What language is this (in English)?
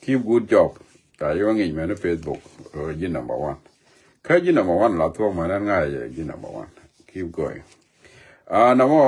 Nuer